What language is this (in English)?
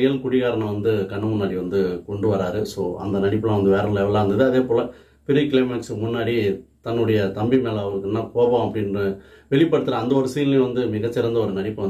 Tamil